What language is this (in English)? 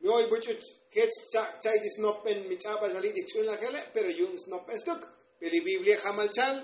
Tzotzil